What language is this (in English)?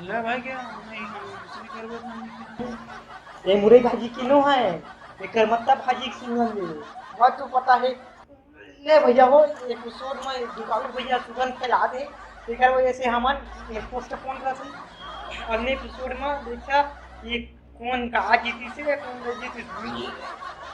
Chhattisgarhi